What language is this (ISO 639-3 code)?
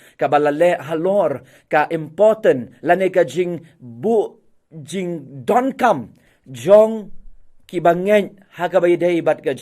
kha